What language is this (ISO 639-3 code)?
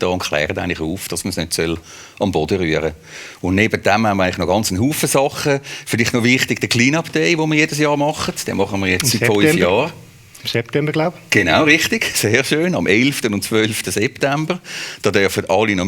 gsw